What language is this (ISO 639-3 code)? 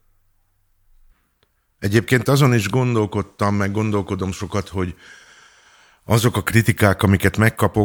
hun